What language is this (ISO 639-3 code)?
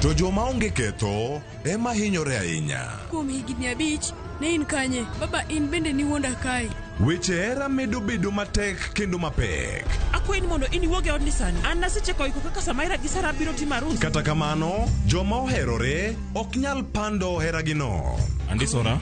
luo